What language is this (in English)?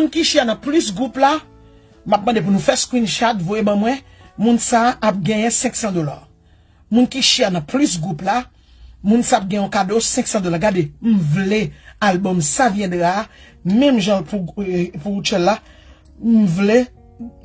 Haitian Creole